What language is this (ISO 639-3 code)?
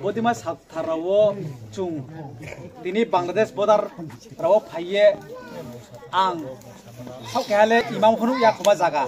ria